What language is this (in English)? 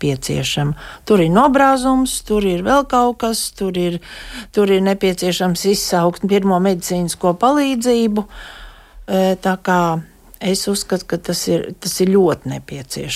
Latvian